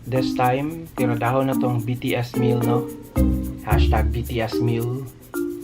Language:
Cebuano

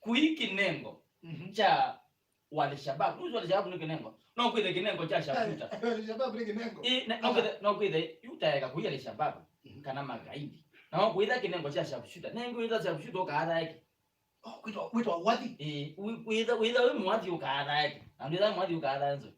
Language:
Kamba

